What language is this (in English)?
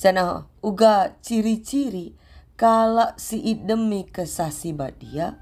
Batak Karo